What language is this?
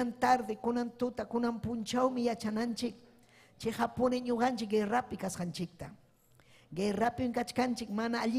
Ayacucho Quechua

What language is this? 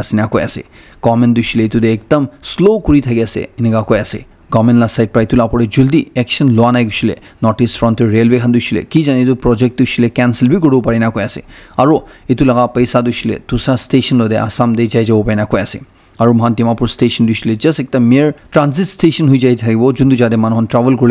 Naga Pidgin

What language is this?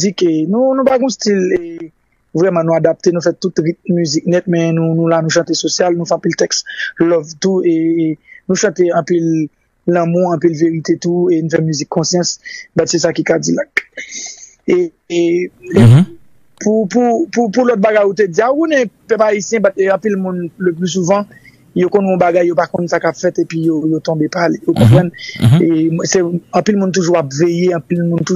Haitian Creole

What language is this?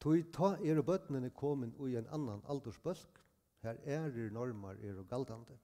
Faroese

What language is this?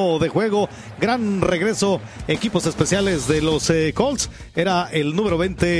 Spanish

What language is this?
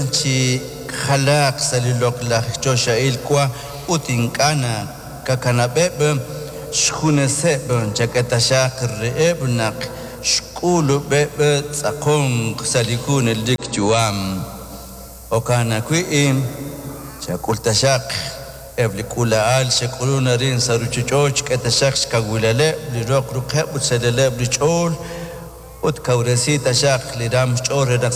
Kekchí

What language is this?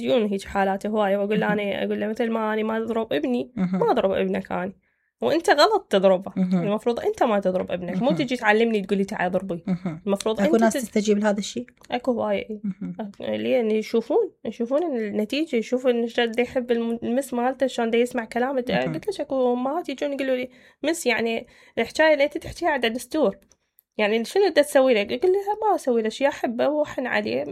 Mesopotamian Arabic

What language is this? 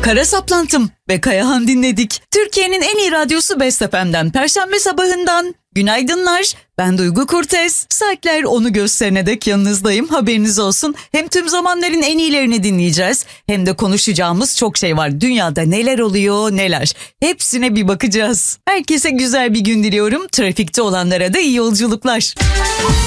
Turkish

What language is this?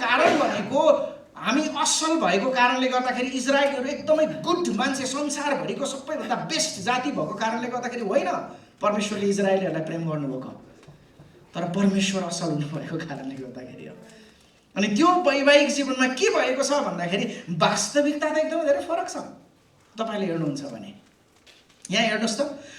Nepali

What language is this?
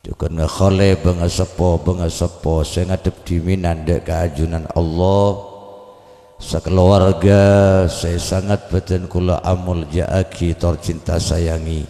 Madurese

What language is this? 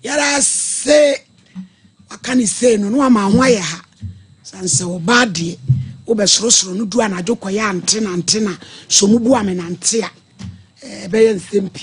Akan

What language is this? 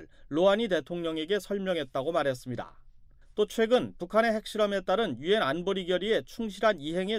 Korean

